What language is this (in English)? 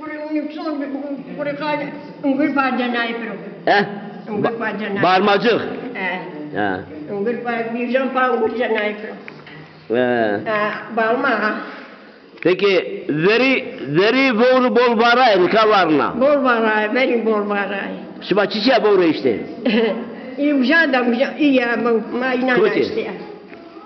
Zaza